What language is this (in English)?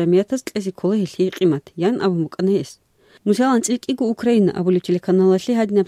Avaric